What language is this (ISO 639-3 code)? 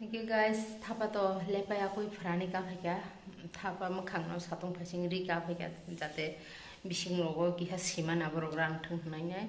trp